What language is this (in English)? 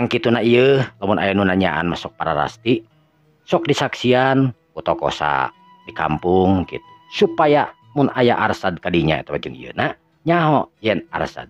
Sundanese